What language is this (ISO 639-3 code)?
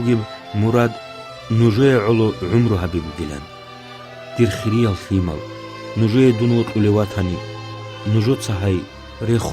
ava